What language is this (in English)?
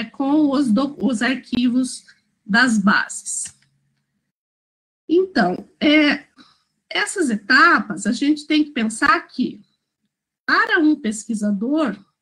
Portuguese